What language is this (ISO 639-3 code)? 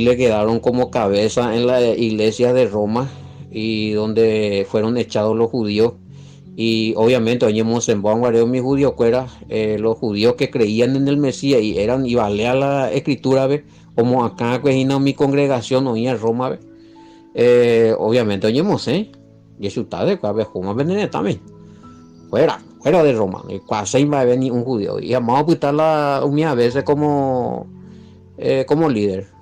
grn